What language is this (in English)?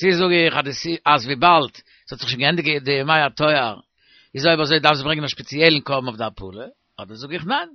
Yiddish